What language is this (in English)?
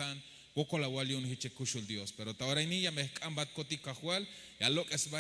Tzeltal